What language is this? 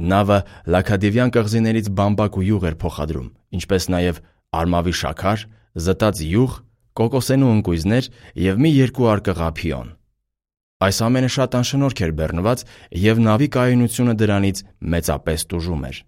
Armenian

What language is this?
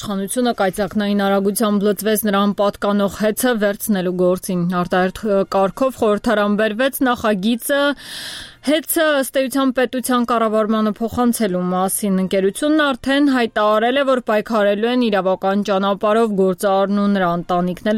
Armenian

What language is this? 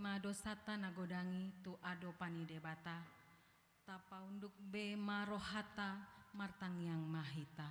Batak Toba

